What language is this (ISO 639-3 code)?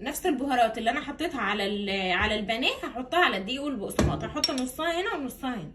arz